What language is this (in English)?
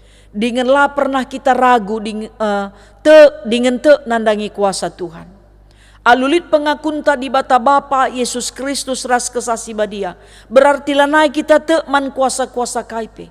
Batak Karo